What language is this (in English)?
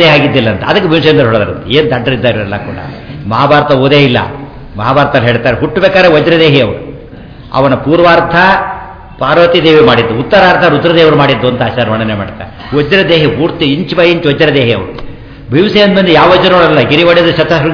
Kannada